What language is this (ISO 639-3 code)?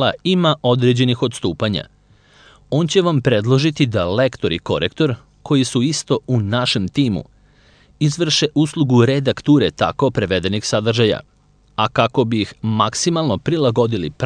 srp